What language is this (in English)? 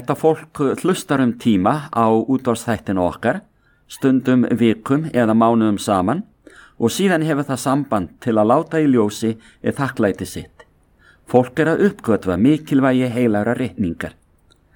Icelandic